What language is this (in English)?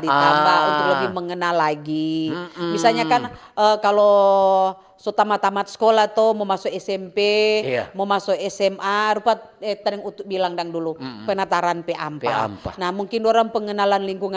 Manado Malay